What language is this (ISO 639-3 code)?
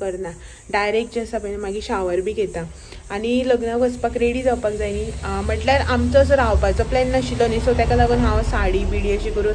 kok